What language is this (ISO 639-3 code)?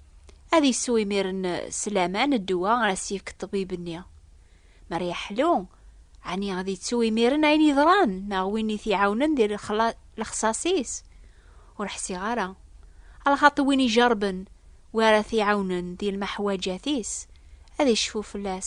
kab